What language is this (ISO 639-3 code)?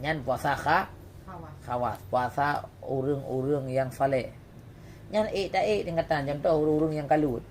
ace